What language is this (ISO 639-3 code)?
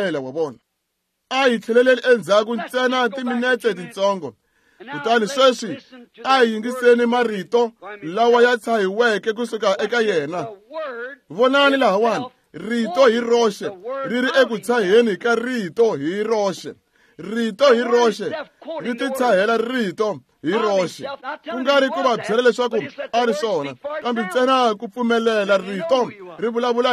tso